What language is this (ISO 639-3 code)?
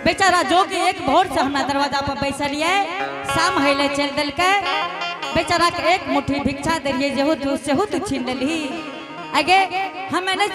anp